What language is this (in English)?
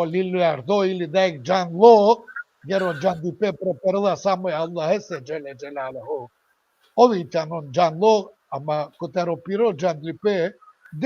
Balkan Romani